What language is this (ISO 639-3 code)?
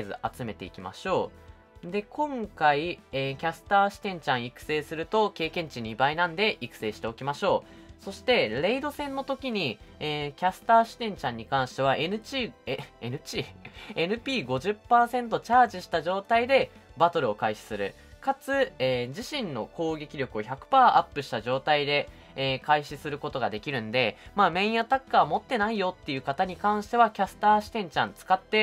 jpn